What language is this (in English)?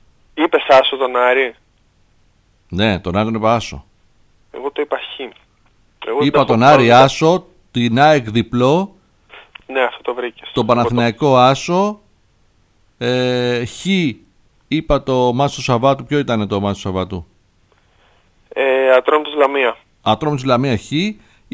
Greek